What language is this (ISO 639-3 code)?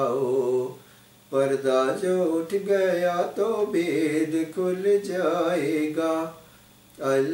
urd